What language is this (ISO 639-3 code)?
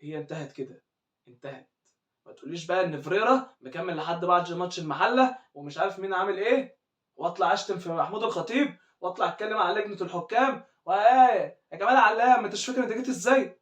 arz